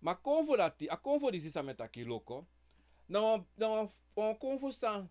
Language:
Sranan Tongo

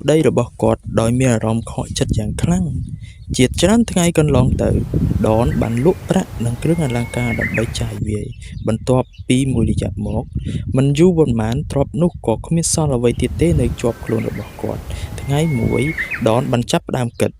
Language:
Khmer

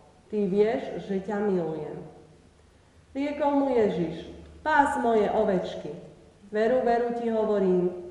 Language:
Slovak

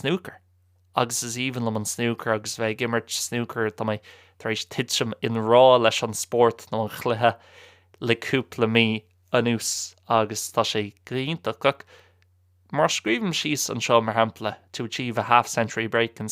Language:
Irish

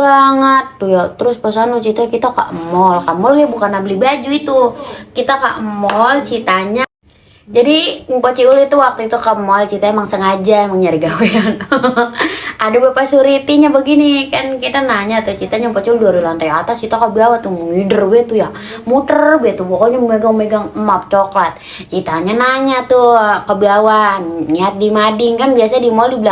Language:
Betawi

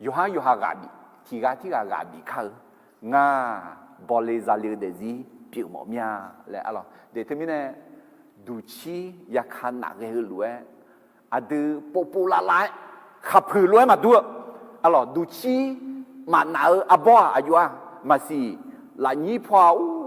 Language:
Akha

